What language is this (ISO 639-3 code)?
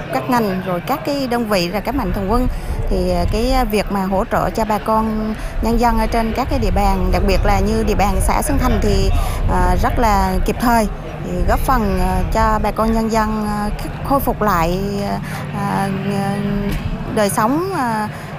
vie